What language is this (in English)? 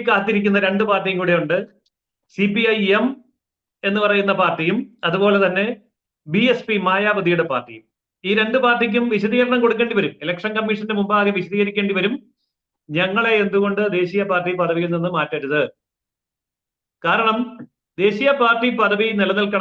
Malayalam